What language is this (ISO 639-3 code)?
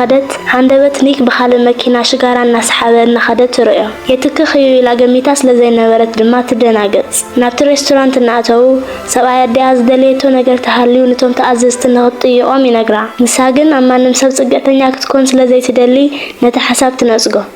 tir